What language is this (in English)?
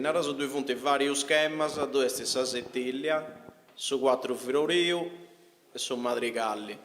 Sardinian